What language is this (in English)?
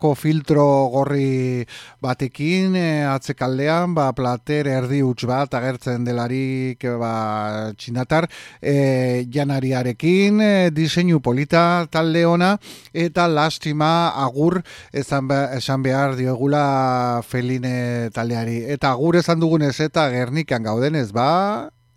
Basque